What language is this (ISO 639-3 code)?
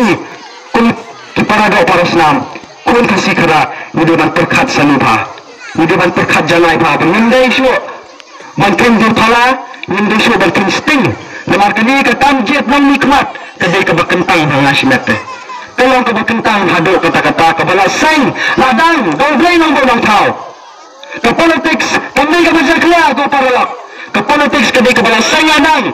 kha